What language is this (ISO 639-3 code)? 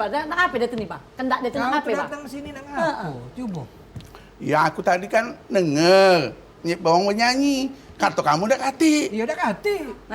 mui